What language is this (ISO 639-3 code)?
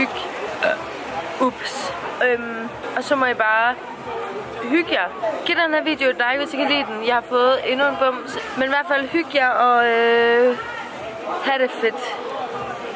dan